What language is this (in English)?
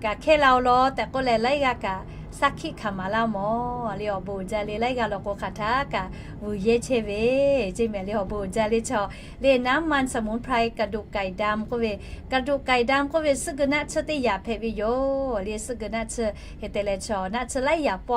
Lahu